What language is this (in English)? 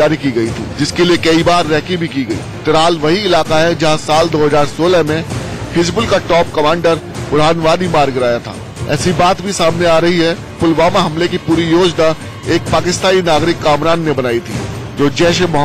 Hindi